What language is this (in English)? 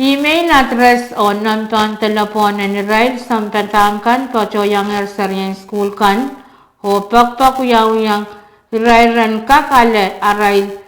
Pohnpeian